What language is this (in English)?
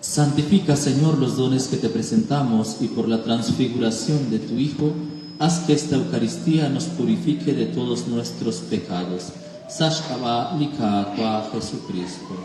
Kekchí